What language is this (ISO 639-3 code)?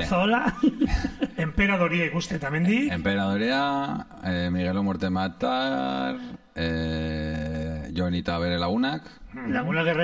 eus